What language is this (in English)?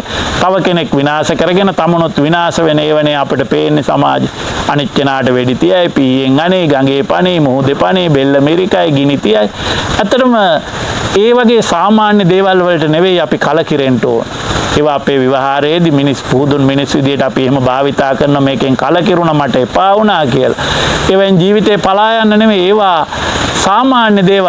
Sinhala